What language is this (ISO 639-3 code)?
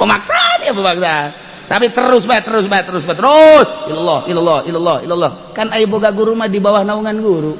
sun